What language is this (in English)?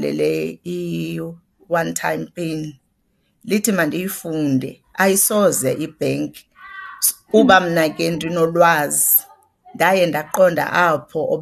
Xhosa